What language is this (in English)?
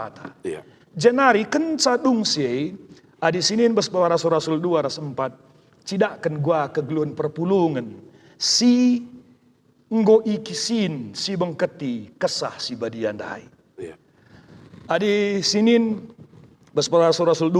Batak Karo